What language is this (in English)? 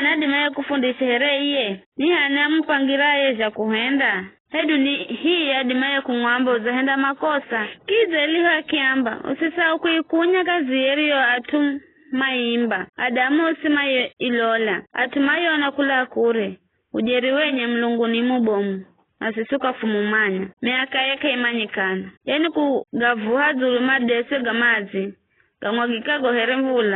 Giryama